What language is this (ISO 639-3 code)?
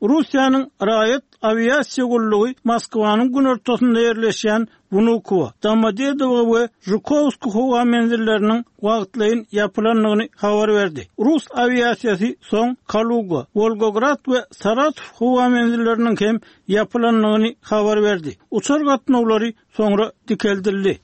tuk